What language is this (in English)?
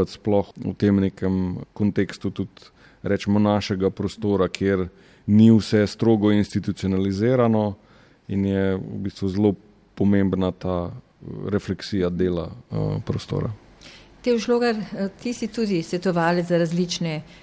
Slovenian